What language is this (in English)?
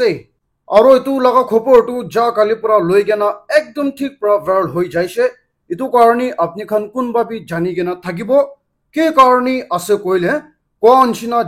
Naga Pidgin